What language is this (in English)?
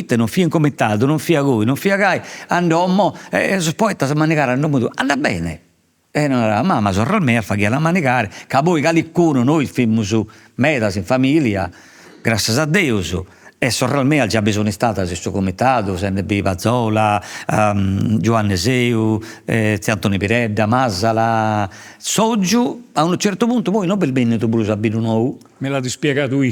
Sardinian